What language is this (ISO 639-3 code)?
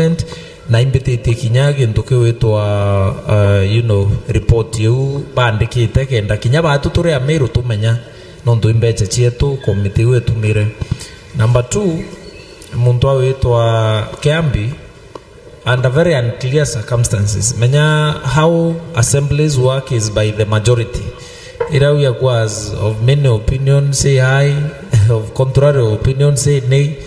mer